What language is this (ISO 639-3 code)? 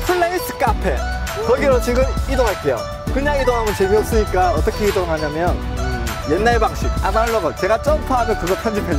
kor